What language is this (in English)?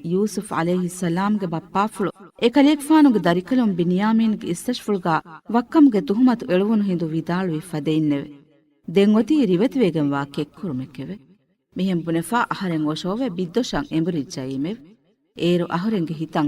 Divehi